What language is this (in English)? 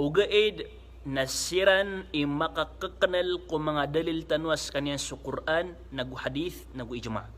Maranao